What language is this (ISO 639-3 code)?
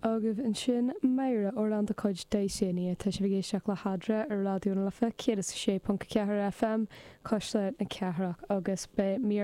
gle